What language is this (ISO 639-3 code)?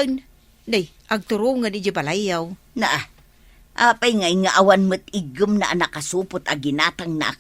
ilo